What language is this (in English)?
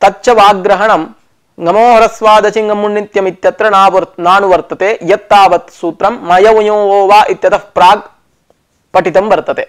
Sanskrit